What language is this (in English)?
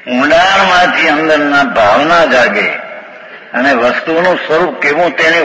Gujarati